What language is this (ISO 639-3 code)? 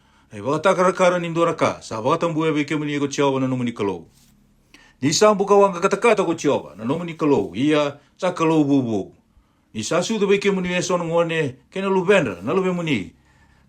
fij